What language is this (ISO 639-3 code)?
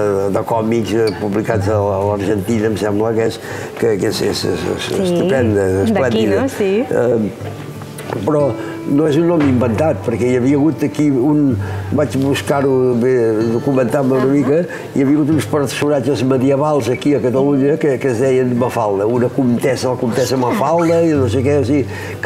cat